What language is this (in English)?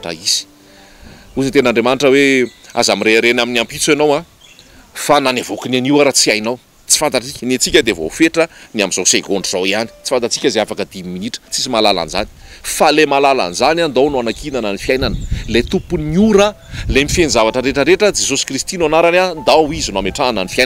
Malagasy